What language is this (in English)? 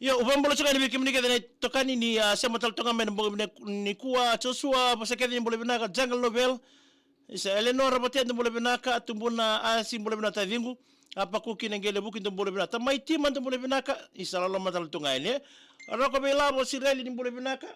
Fijian